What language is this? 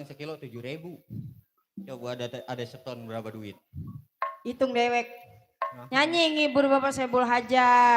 Betawi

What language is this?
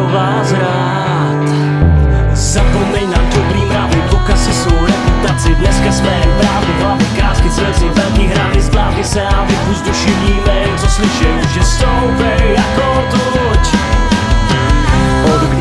Czech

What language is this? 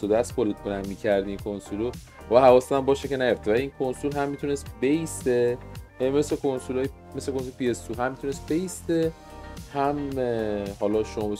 Persian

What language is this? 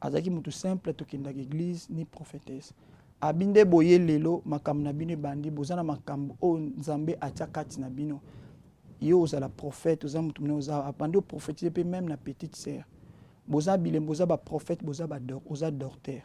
Lingala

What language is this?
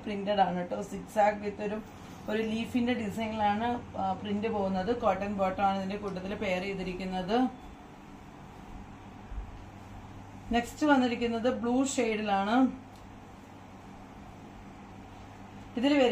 Malayalam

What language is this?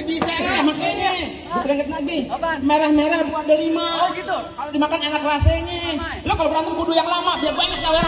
Betawi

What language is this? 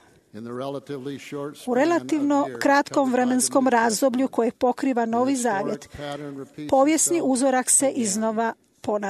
Croatian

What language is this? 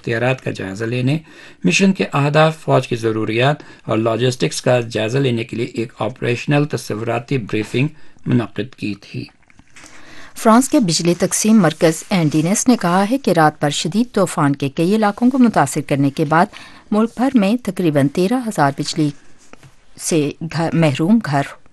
Urdu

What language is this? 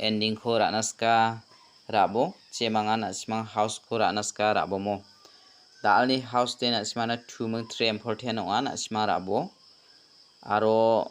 Garo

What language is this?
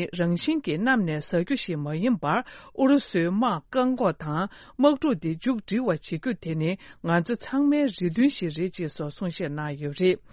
Tibetan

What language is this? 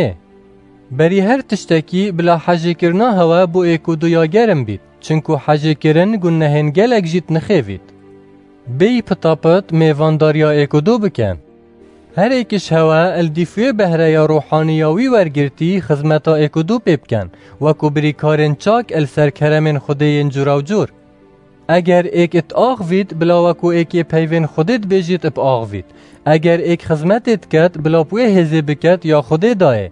Kurdish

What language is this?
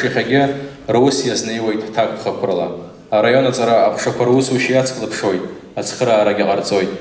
Abkhazian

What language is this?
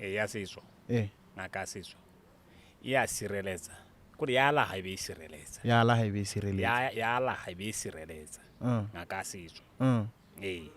Tswana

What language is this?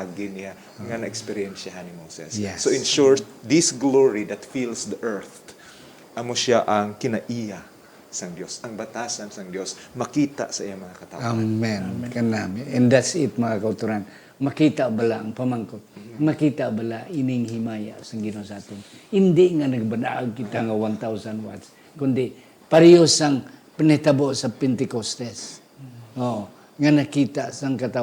Hiligaynon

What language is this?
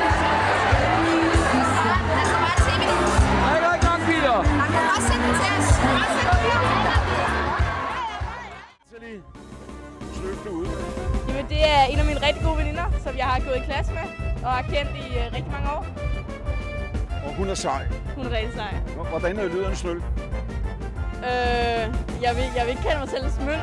Danish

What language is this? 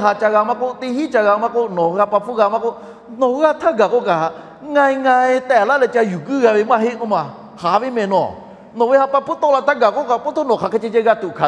Lahu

